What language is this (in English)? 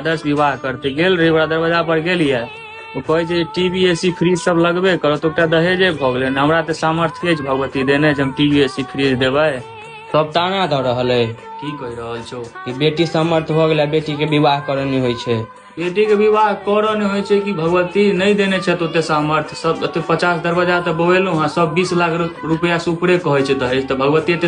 Maithili